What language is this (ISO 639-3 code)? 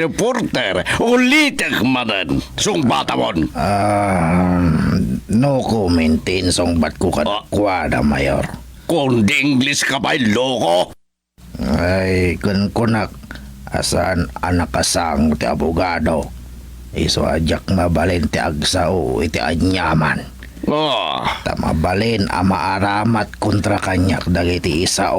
ilo